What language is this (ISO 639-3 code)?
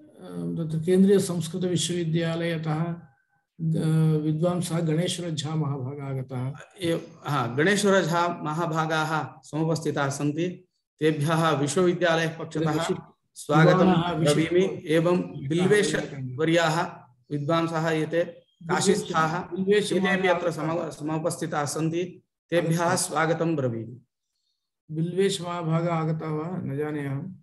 san